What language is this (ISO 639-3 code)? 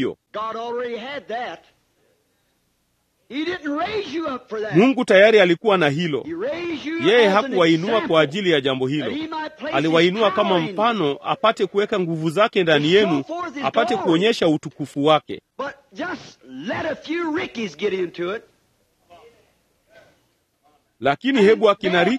swa